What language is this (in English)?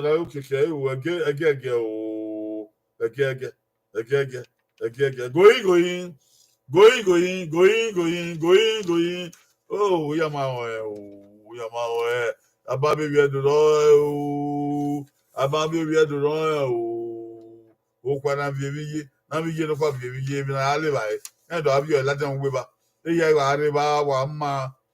Bini